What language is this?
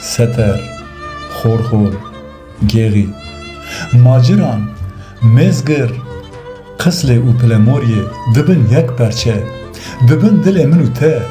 Kurdish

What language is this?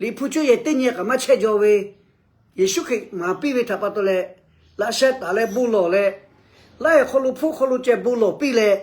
Lahu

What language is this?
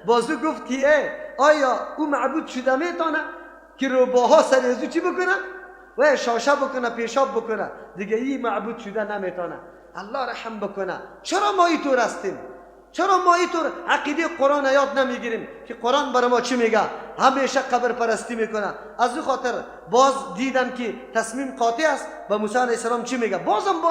Persian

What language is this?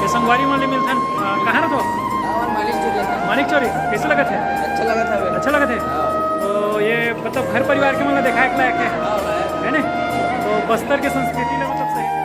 Chhattisgarhi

